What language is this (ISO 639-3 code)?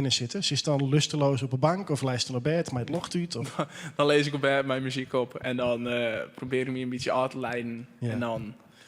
fry